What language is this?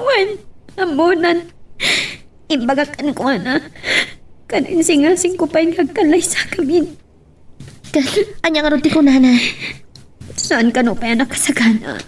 Iloko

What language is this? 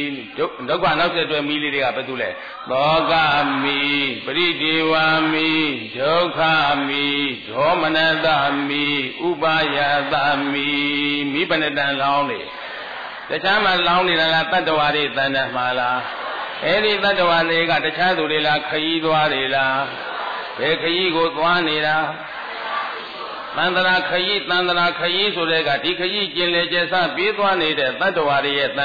Burmese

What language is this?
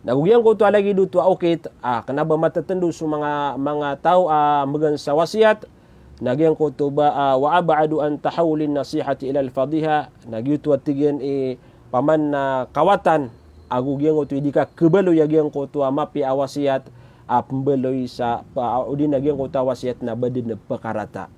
Maranao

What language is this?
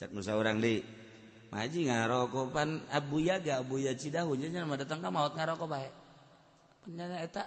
Sundanese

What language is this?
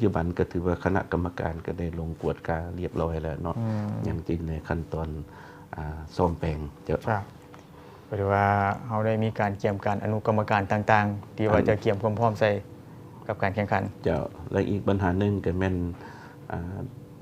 Lao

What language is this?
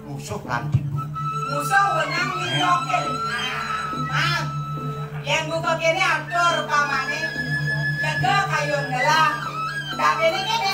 Balinese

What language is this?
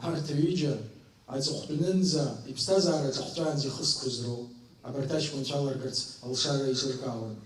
Abkhazian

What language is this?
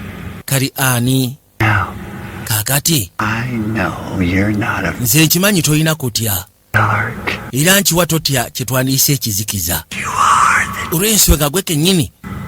Ganda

